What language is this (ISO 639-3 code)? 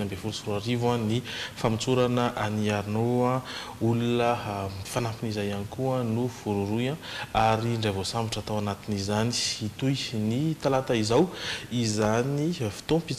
mlg